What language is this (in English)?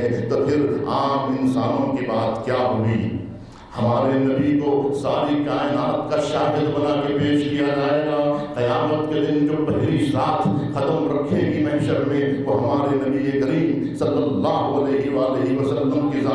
Urdu